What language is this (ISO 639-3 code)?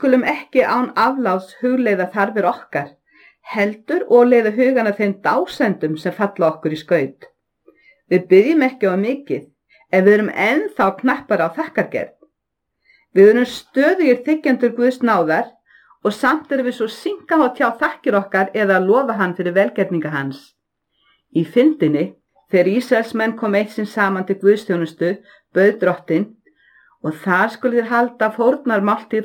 isl